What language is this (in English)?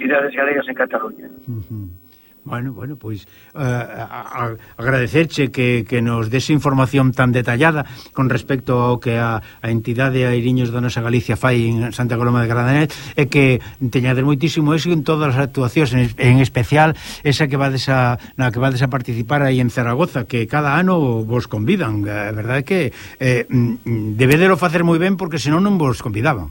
Galician